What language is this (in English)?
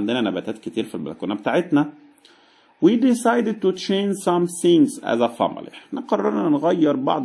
Egyptian Arabic